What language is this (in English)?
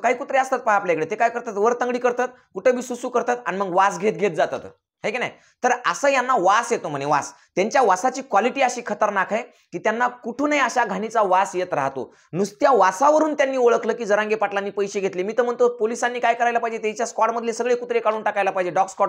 Marathi